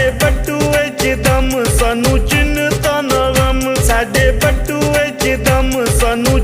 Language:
Pahari-Potwari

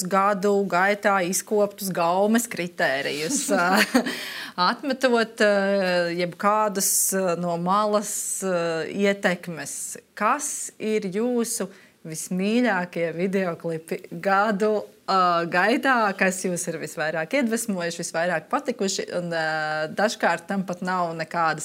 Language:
Latvian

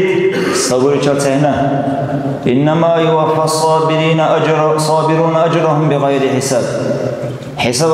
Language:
Dargwa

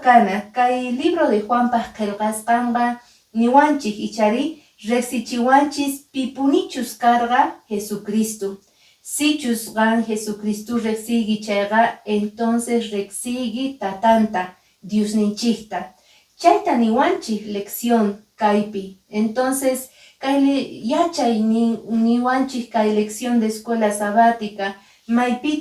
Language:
Quechua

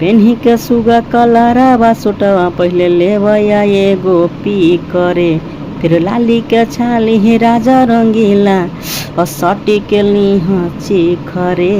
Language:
Magahi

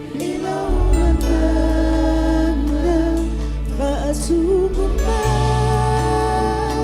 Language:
Samoan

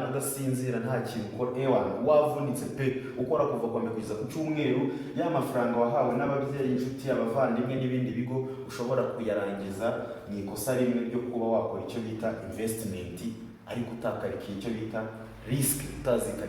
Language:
Kinyarwanda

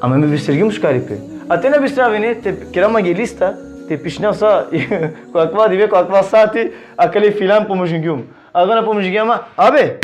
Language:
Balkan Romani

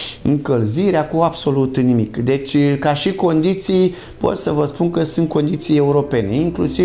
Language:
Romanian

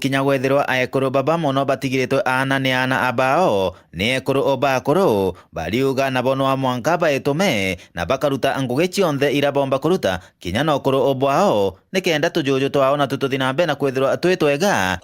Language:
Meru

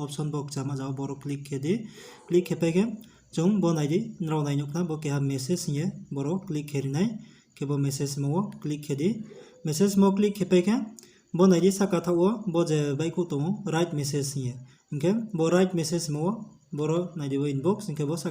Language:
Riang (India)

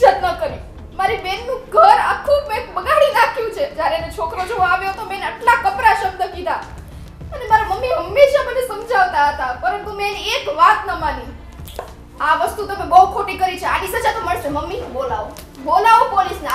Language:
Gujarati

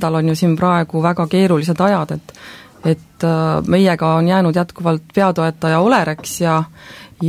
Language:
Estonian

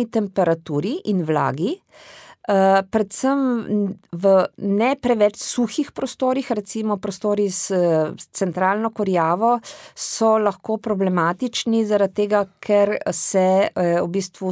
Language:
Slovenian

